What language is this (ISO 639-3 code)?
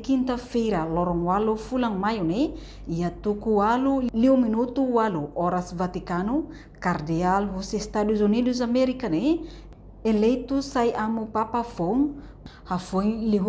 tet